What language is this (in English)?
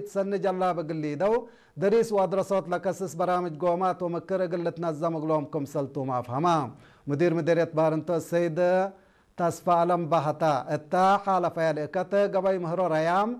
Tigre